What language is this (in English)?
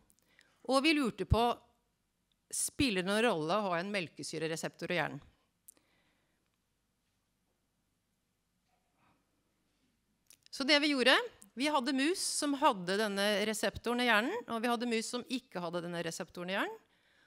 Norwegian